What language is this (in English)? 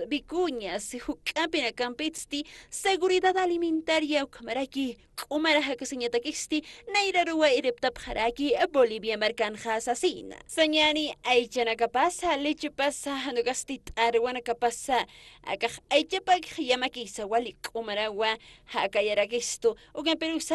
Aymara